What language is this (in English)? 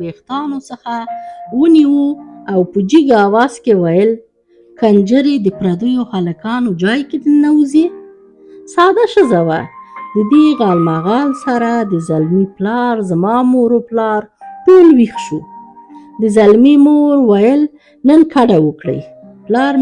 Pashto